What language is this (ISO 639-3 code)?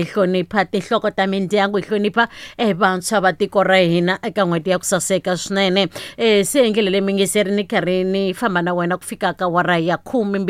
tso